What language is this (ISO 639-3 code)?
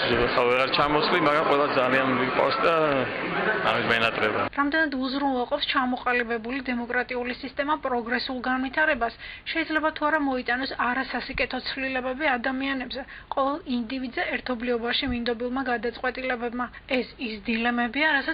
kat